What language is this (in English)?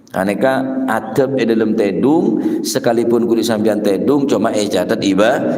Madurese